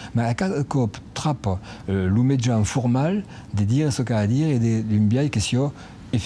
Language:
Occitan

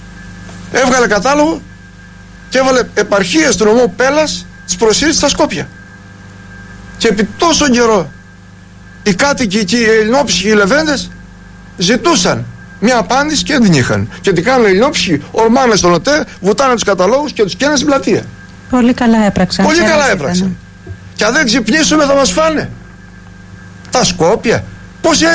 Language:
Greek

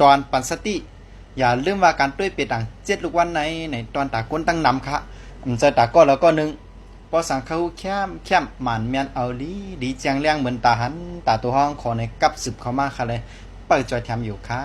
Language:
Lao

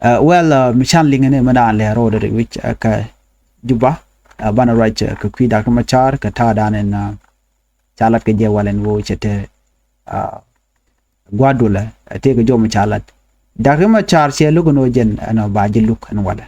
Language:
Nuer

